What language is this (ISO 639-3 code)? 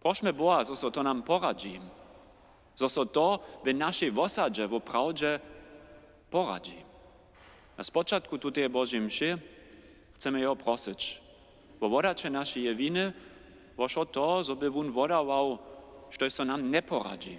hsb